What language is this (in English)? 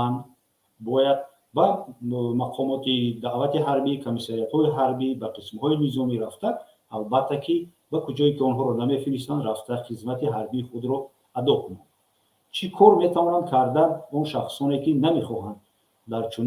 Tajik